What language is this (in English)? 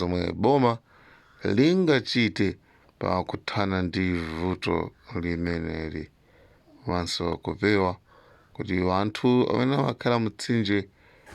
Nyanja